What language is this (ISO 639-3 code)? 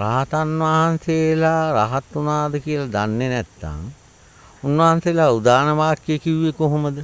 sin